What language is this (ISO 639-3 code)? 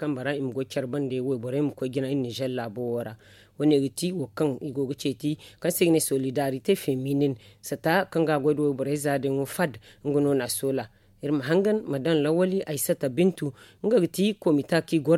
dje